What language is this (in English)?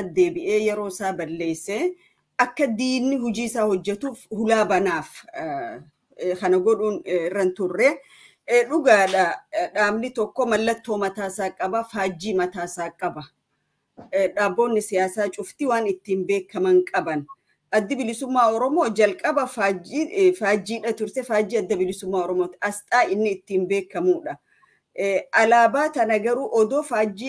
Oromo